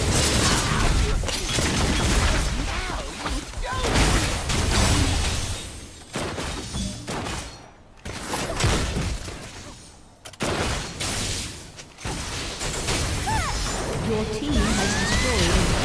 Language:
English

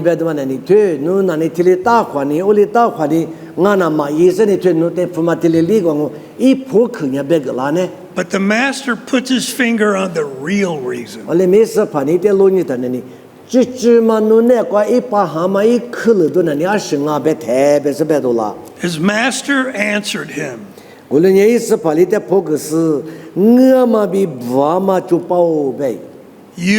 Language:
Lisu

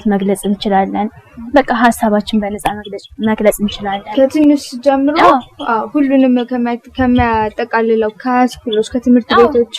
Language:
Amharic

